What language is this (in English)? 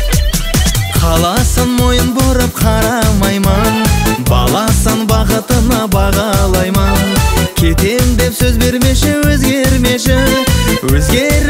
Kazakh